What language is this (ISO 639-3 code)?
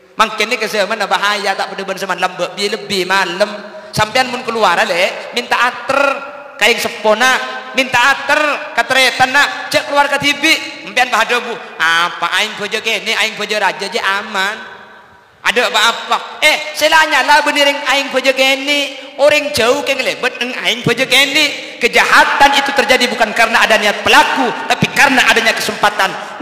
mad